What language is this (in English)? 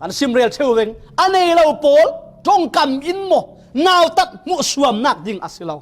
Falam Chin